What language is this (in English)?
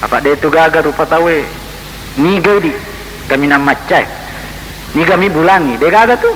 Buginese